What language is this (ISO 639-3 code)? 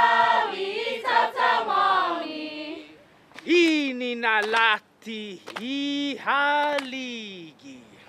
cha